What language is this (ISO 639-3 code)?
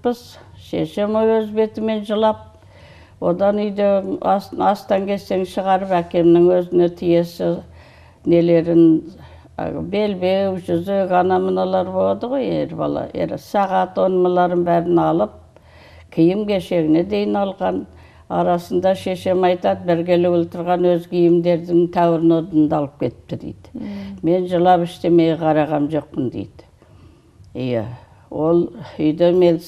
kaz